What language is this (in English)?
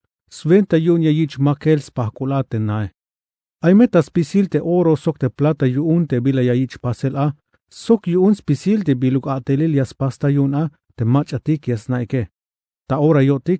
Tzeltal